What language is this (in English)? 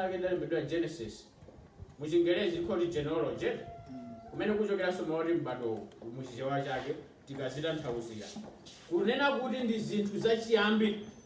Nyanja